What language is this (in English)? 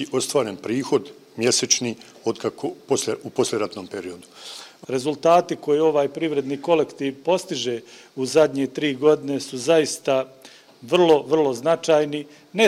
Bosnian